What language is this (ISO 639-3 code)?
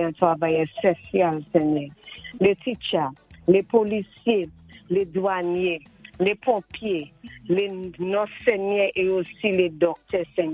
acf